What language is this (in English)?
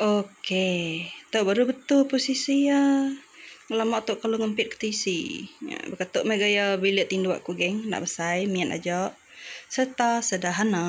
Iban